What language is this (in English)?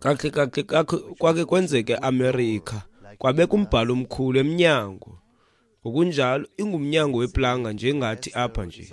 Xhosa